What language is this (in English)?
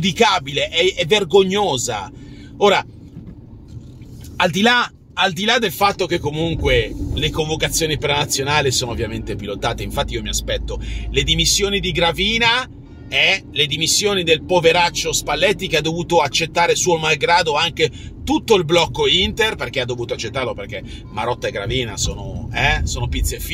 Italian